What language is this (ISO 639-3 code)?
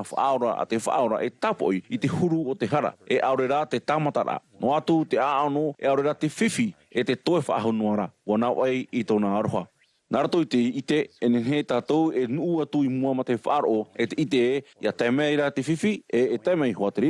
tah